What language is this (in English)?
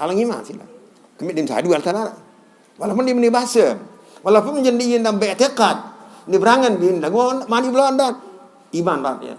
Sasak